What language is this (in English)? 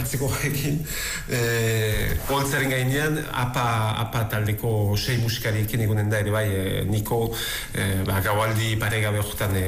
Basque